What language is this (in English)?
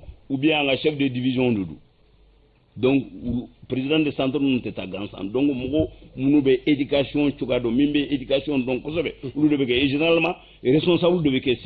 Bambara